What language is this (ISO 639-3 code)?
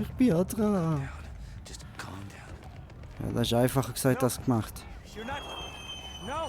gsw